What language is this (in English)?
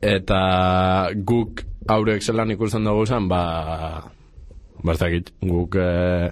Basque